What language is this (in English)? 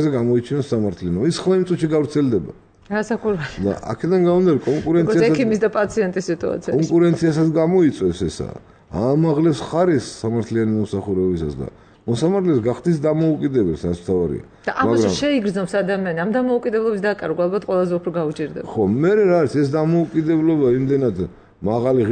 Georgian